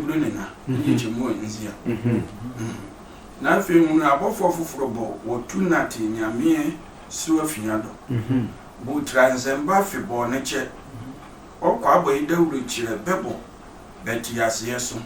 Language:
Sehwi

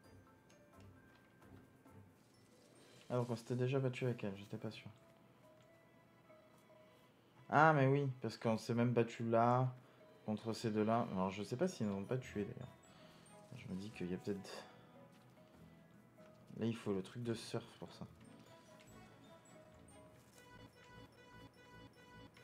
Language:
French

